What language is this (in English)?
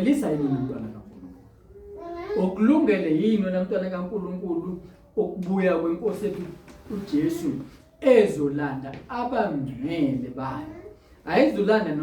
Zulu